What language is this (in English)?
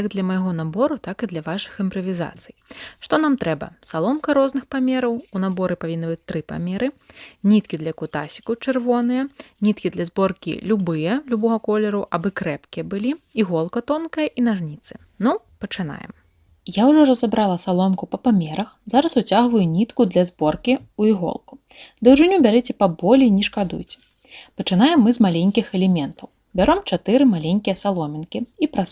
Belarusian